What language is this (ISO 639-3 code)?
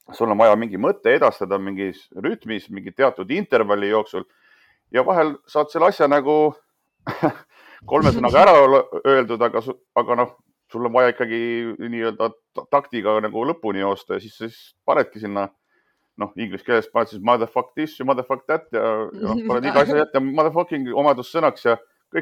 est